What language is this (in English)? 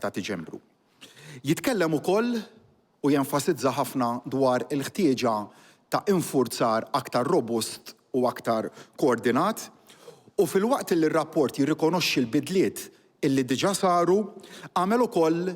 Maltese